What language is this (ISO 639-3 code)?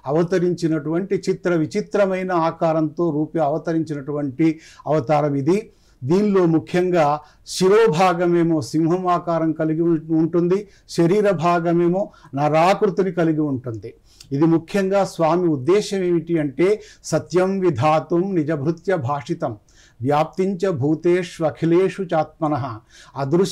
tel